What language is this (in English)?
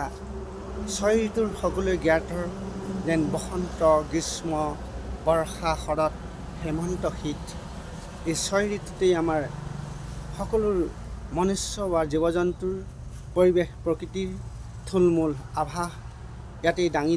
Assamese